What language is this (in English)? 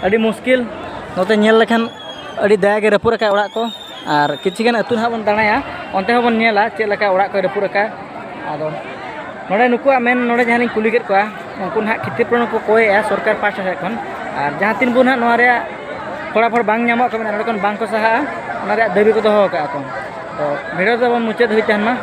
Santali